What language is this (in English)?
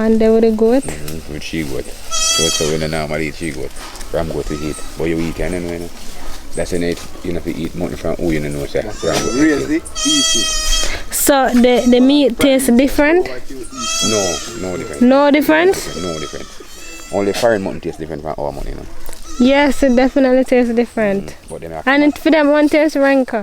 Jamaican Creole English